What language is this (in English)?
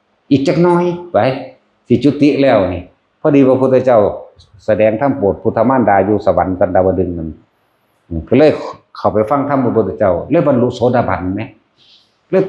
Northeastern Thai